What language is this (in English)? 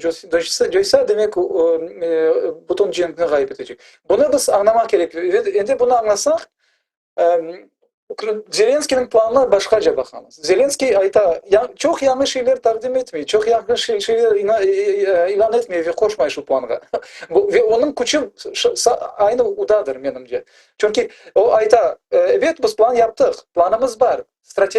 Crimean Tatar